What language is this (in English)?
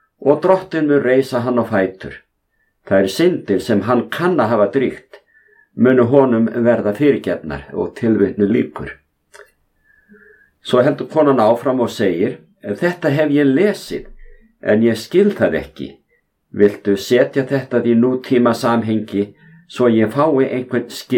Icelandic